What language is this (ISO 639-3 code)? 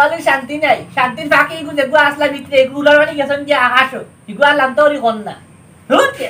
syl